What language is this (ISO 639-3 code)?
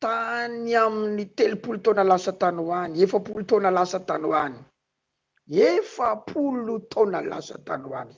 mlg